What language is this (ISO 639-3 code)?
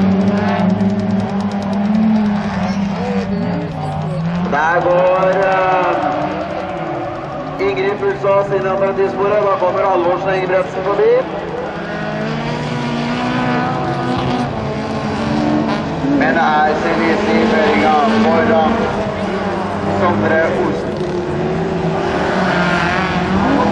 nor